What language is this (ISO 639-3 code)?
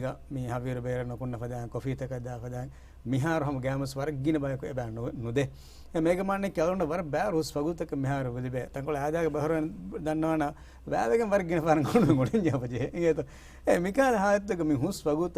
div